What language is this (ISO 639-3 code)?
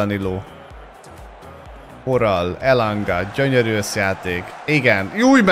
hun